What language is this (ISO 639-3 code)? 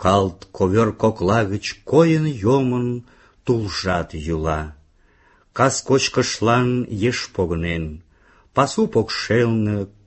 chm